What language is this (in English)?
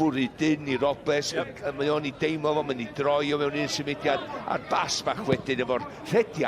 Welsh